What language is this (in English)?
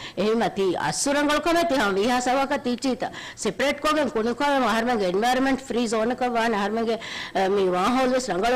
Divehi